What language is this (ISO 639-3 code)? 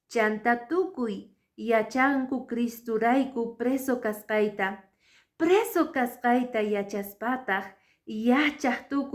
que